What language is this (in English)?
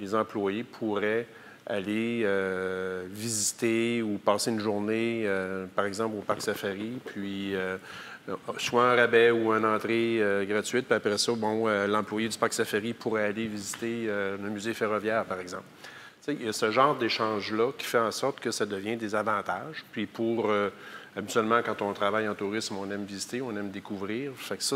French